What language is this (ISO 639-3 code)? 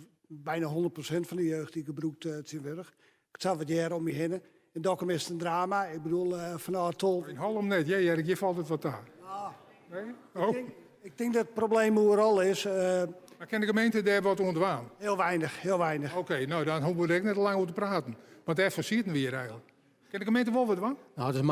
fry